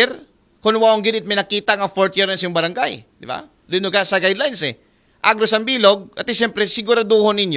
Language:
Aklanon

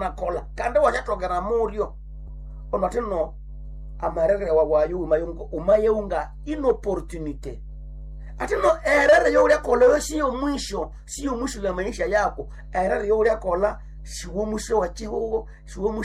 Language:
Nande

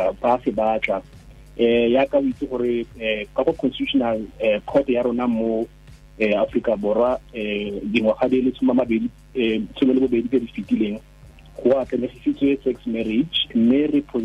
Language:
Tswana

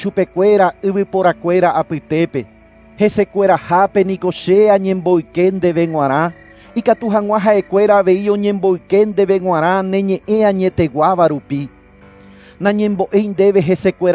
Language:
Guarani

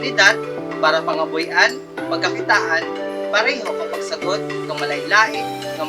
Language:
Kinaray-a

